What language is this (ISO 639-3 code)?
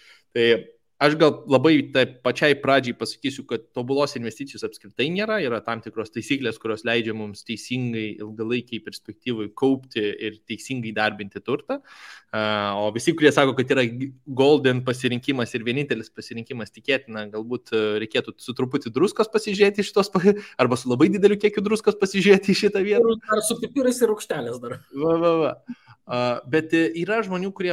lit